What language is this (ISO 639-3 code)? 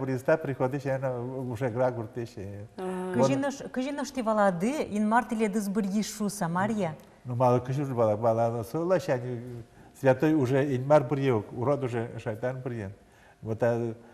udm